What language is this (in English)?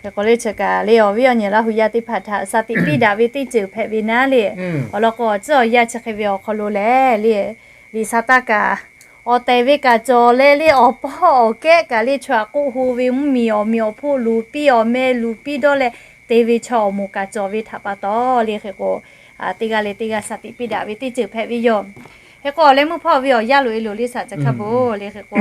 Lahu